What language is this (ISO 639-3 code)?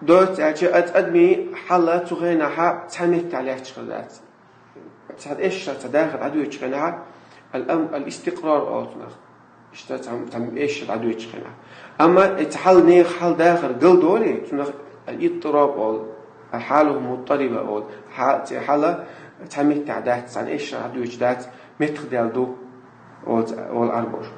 che